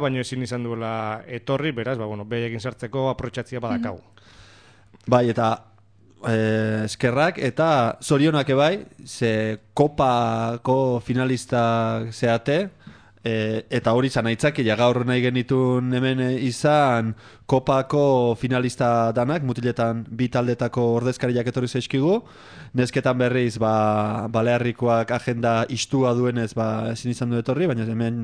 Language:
Basque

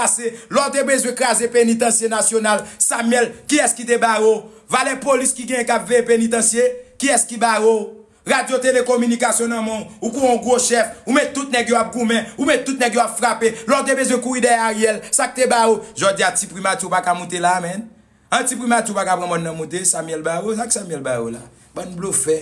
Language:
Haitian Creole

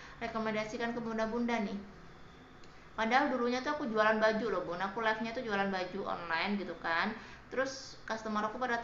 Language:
Indonesian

